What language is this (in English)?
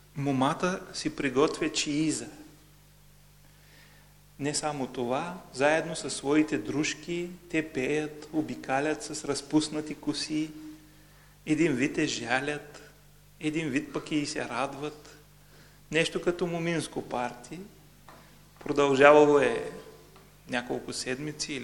Bulgarian